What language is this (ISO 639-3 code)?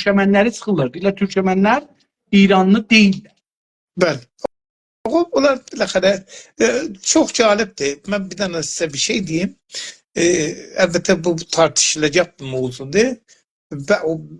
azb